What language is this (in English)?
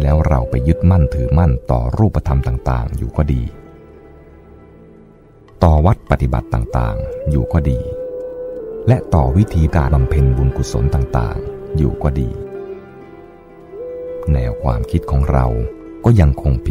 Thai